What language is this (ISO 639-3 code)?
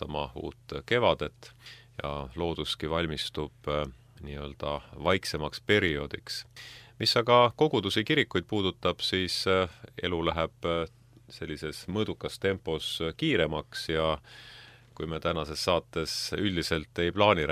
est